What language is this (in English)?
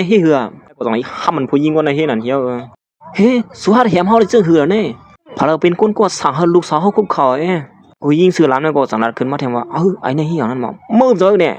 Shan